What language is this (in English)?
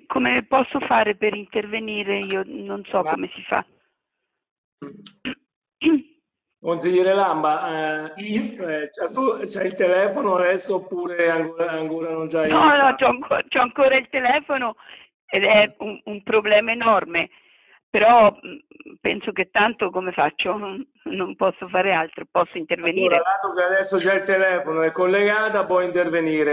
Italian